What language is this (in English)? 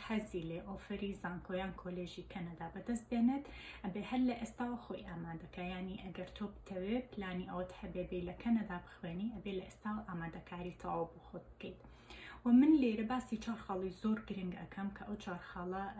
Central Kurdish